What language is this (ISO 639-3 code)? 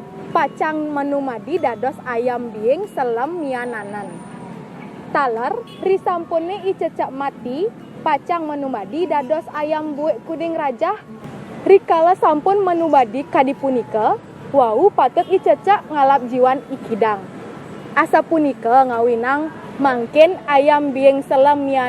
ban